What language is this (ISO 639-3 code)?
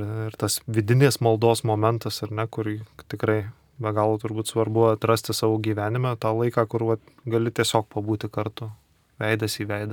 lit